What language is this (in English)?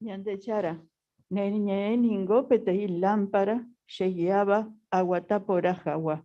Guarani